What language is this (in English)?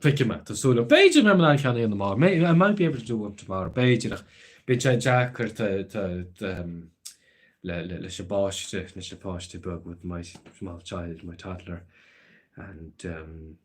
Irish